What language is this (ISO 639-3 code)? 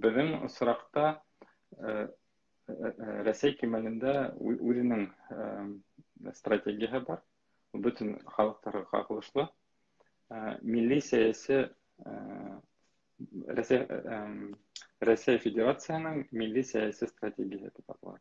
bak